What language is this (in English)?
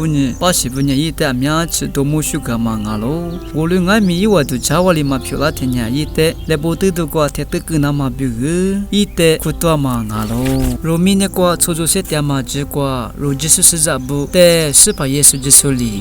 Lisu